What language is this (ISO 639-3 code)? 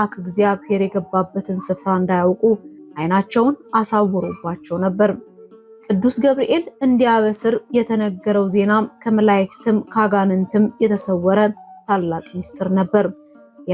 amh